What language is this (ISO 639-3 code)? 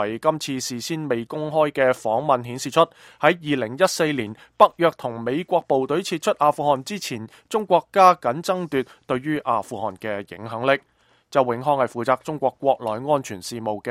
yue